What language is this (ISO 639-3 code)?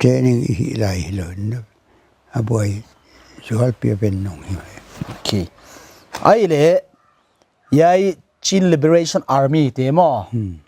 pck